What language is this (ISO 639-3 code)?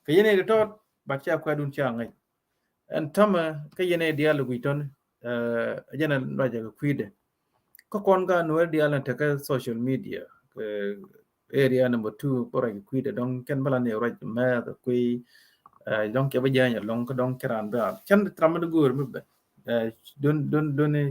nus